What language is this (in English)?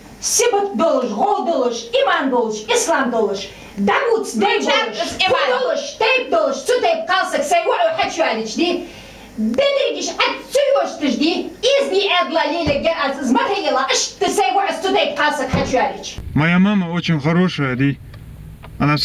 Ingush